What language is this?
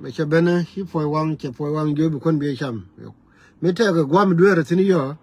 Nuer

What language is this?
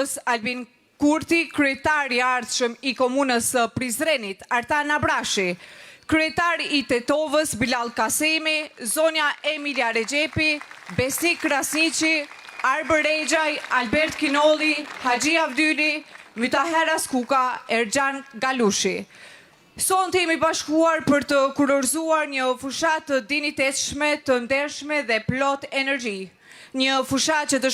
Albanian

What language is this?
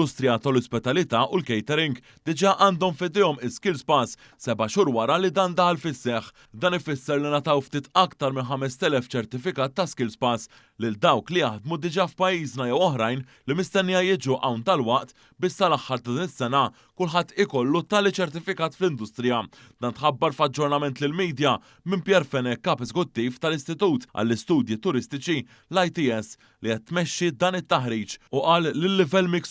Maltese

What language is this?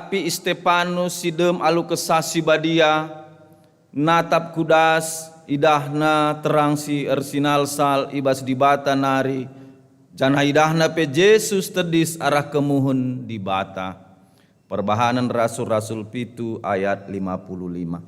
Batak Karo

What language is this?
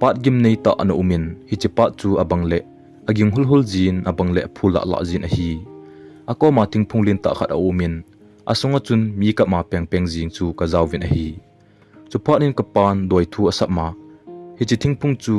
Thado Chin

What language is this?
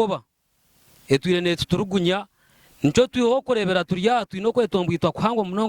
Nyankole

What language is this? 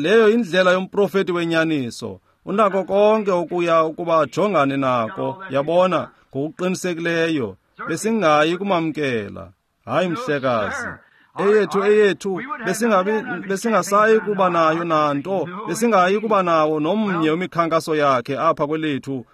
Xhosa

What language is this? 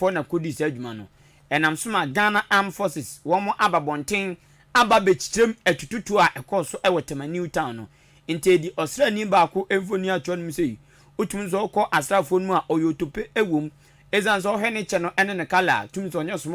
Akan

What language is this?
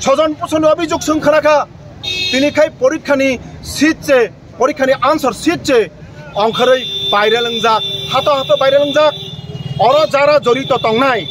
Kok Borok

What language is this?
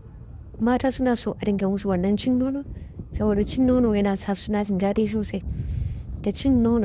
Hausa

